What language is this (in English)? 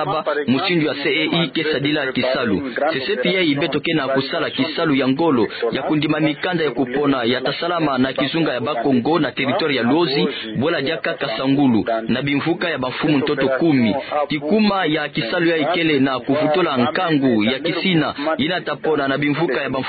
Kituba (Democratic Republic of Congo)